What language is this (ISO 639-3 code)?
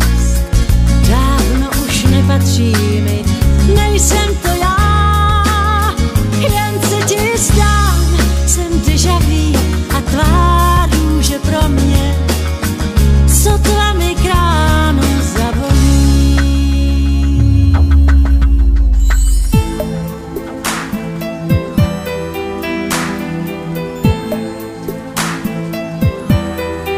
ces